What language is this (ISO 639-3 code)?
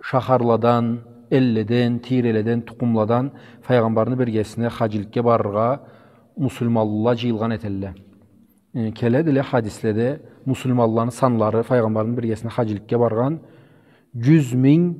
krc